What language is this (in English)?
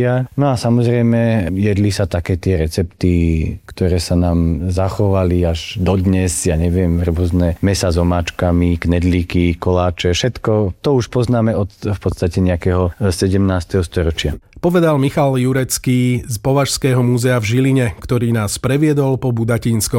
Slovak